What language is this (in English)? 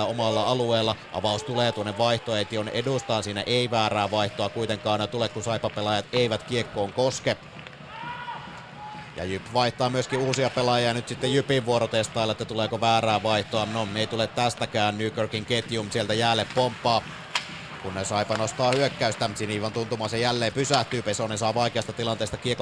Finnish